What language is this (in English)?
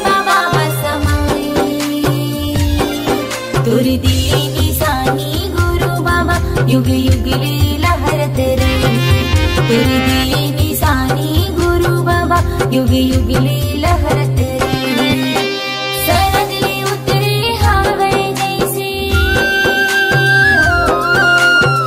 Chhattisgarhi